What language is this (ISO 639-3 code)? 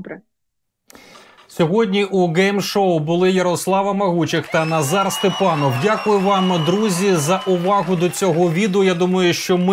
ukr